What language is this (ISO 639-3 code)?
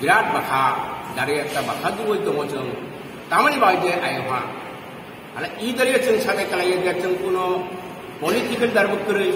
trp